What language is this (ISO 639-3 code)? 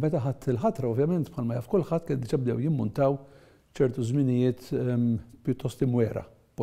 mlt